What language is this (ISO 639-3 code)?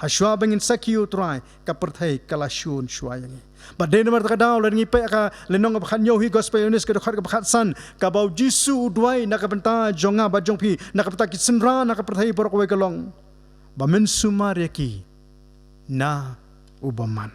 kha